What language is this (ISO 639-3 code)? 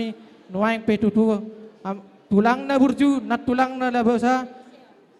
bbc